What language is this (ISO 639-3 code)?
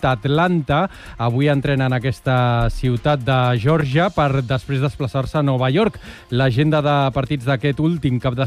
cat